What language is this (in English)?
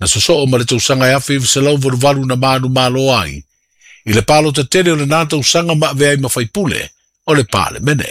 Samoan